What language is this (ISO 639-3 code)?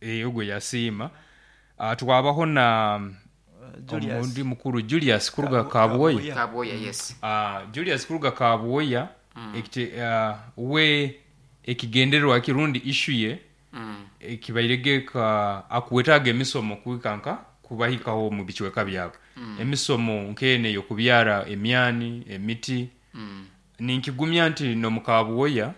nyo